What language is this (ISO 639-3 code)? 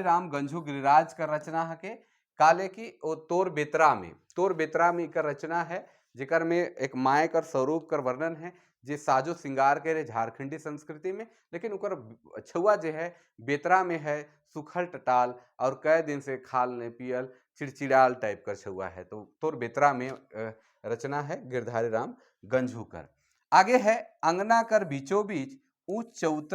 sck